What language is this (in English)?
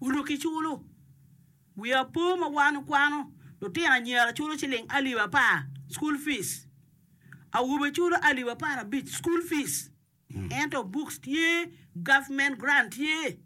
Acoli